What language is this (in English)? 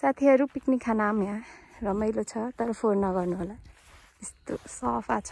Nepali